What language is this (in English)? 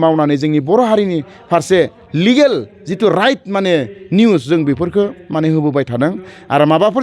Bodo